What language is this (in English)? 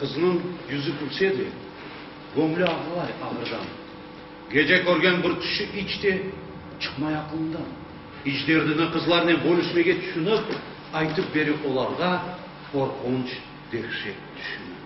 Crimean Tatar